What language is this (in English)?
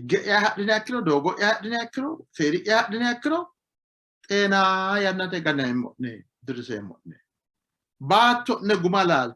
Sidamo